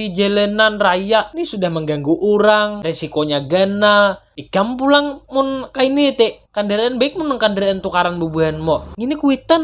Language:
Banjar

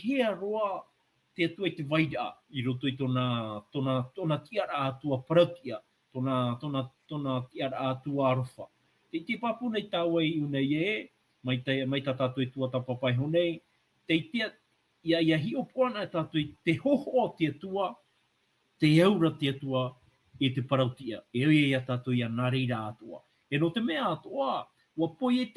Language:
Tahitian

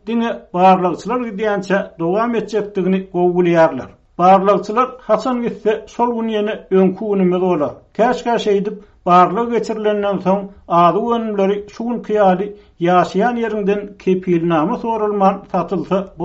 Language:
Turkmen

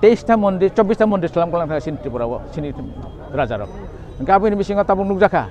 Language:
Kok Borok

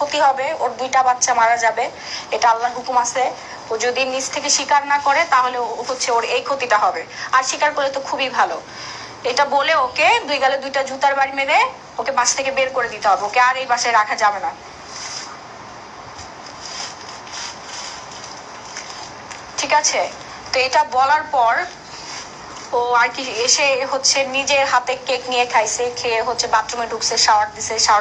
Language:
Bangla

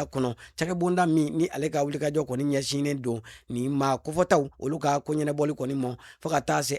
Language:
Bambara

